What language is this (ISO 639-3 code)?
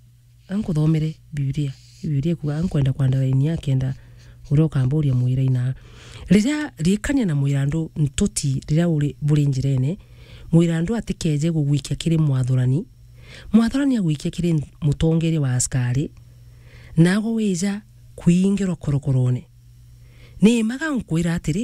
mer